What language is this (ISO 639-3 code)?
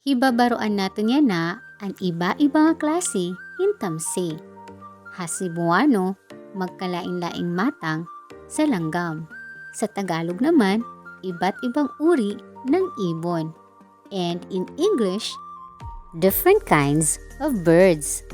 war